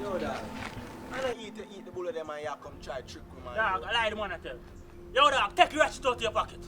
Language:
Jamaican Creole English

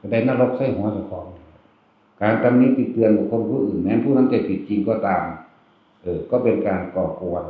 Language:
Northeastern Thai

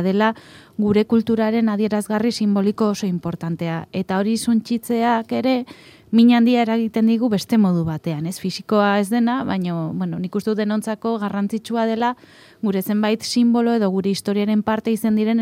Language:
Basque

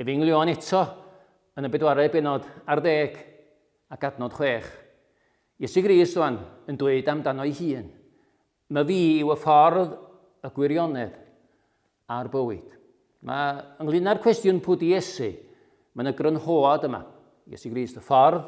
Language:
Welsh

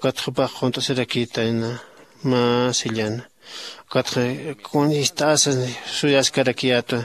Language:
Aymara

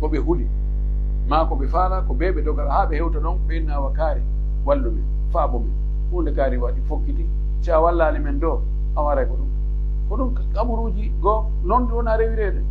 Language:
Pular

